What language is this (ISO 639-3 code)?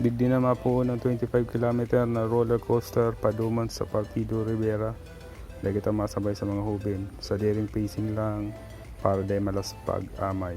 bik